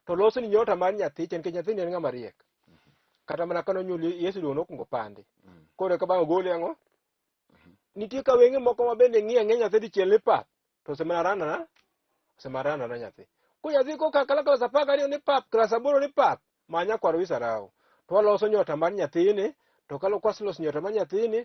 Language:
Luo (Kenya and Tanzania)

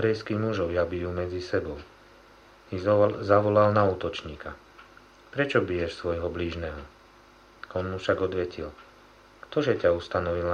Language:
Slovak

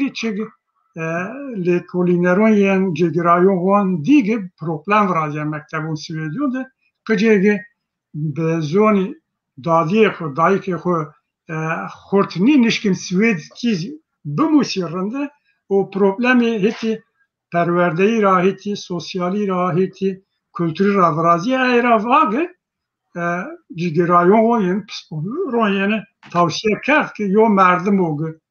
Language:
Zaza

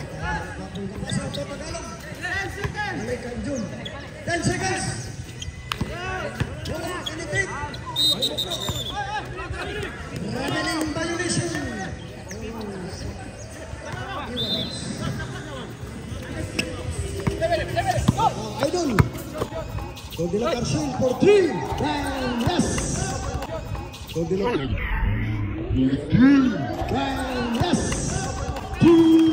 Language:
Filipino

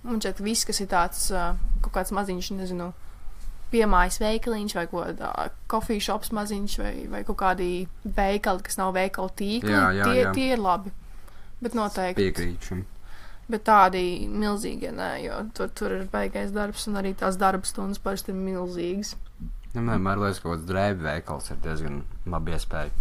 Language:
Latvian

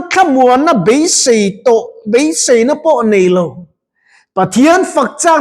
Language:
Mizo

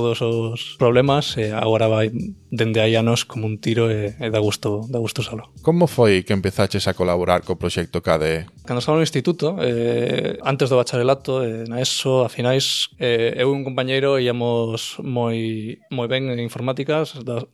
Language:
Galician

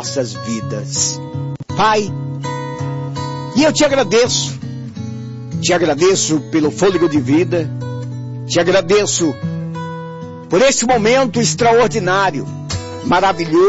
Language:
Portuguese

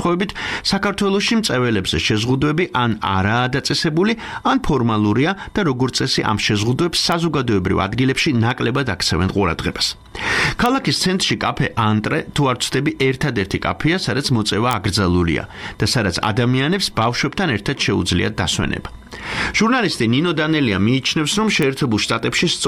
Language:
Georgian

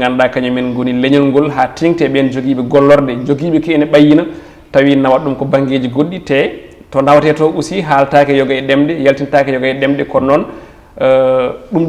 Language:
Fula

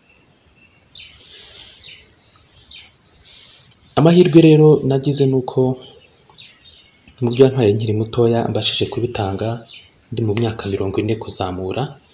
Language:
Kinyarwanda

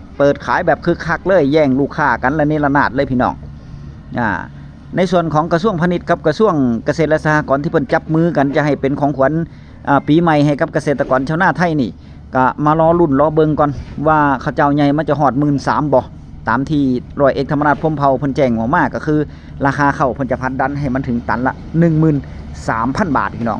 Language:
Northeastern Thai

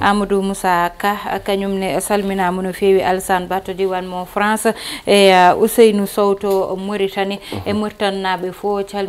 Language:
Fula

